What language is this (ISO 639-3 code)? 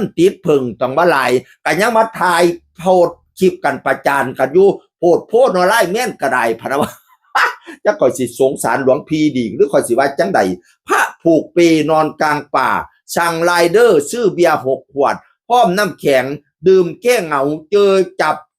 tts